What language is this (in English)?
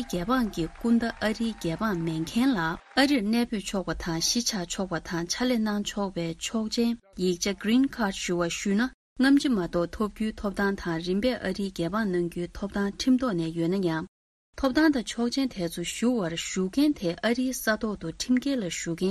Tibetan